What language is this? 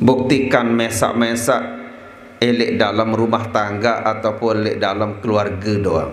Sasak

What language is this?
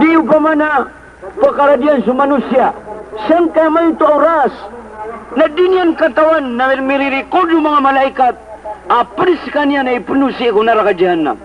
Maranao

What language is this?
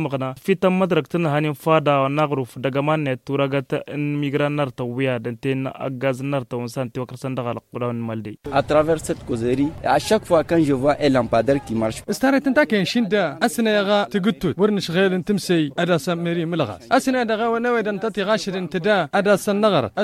Tamasheq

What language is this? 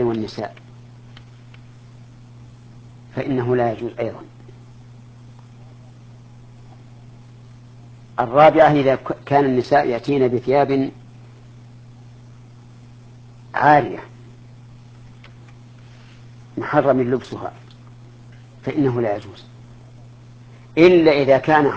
Arabic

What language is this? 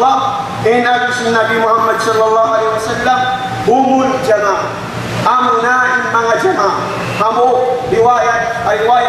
Tausug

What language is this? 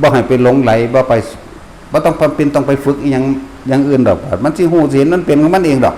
Northeastern Thai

